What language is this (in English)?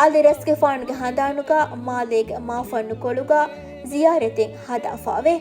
Divehi